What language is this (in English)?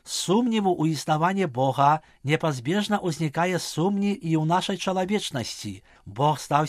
Belarusian